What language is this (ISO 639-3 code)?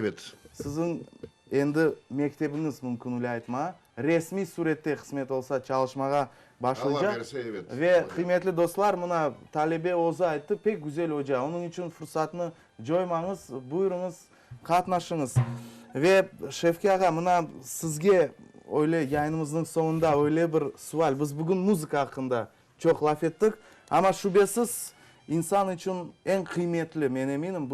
crh